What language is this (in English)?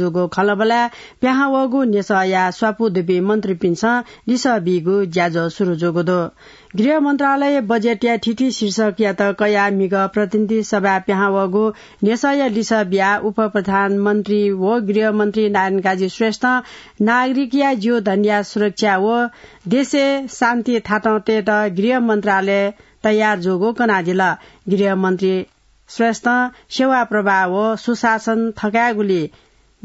Newari